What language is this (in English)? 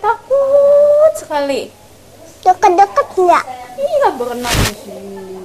Indonesian